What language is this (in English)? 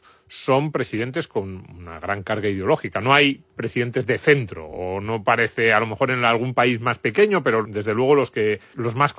Spanish